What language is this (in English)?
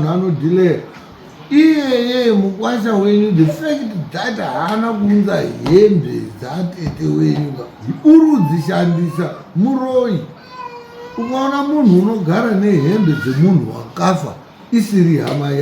Shona